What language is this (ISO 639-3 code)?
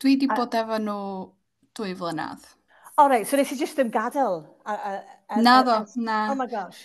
cym